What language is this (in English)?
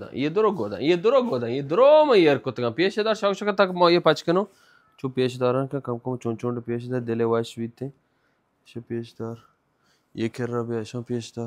Baluchi